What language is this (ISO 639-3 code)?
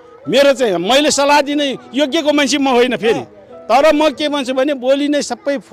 nep